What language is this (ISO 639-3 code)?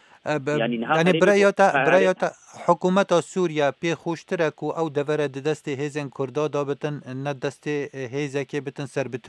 kur